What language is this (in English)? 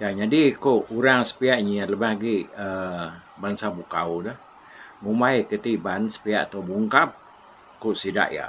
Iban